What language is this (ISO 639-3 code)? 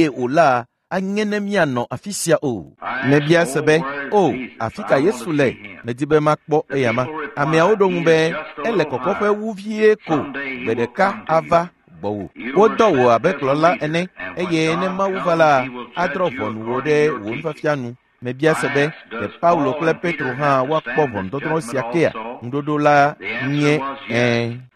ewe